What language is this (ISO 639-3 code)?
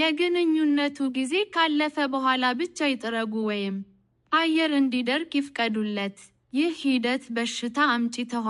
amh